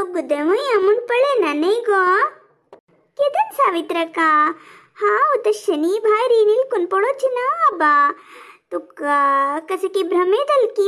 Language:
Konkani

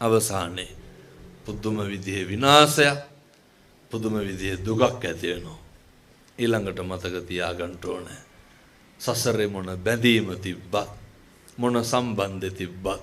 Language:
Sinhala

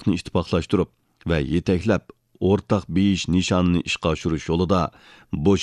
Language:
Uyghur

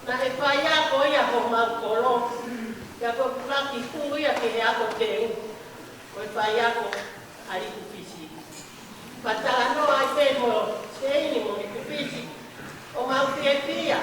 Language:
Tongan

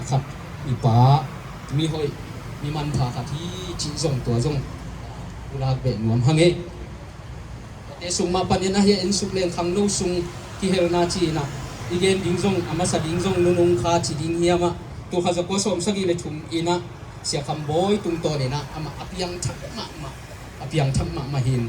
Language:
Tedim Chin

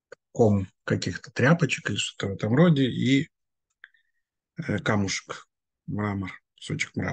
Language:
Russian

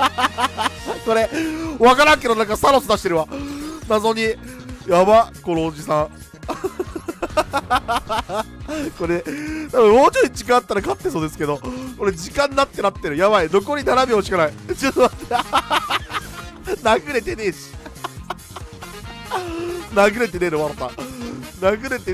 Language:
Japanese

